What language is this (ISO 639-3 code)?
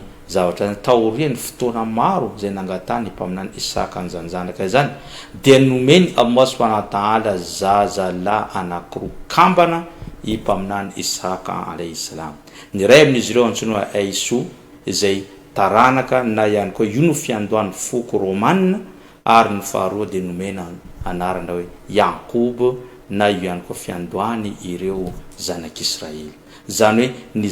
mlg